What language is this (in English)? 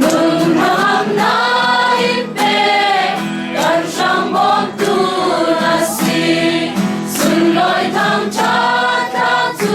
Falam Chin